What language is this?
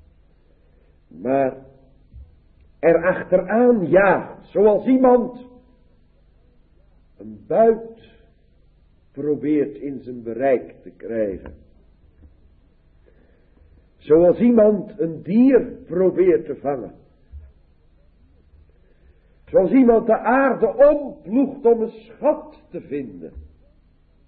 Dutch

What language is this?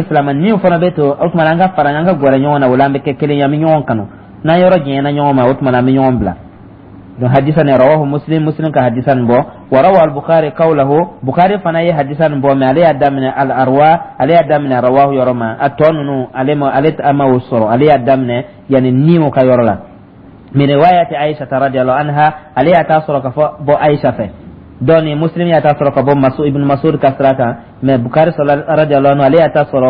Dyula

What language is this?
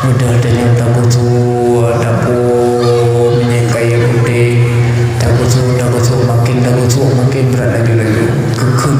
Achinese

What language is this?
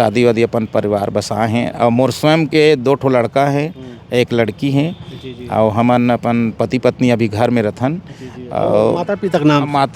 Chhattisgarhi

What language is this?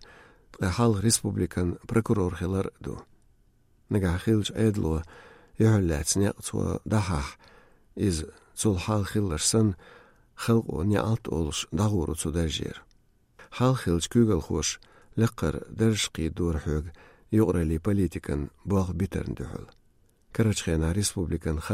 Chechen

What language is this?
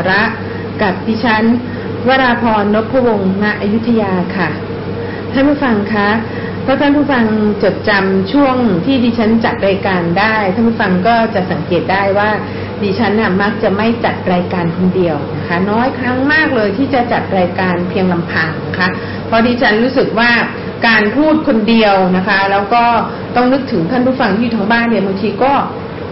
Thai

